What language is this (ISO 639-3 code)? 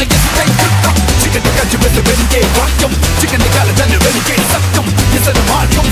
tel